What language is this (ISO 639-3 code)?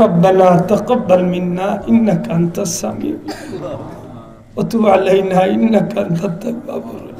syl